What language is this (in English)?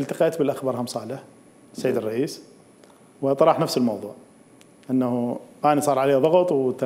Mesopotamian Arabic